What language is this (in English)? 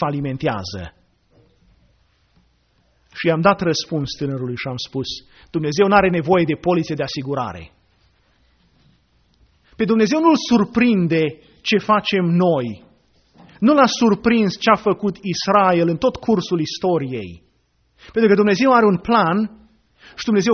Romanian